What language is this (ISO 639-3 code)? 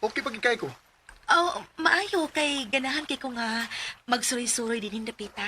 ceb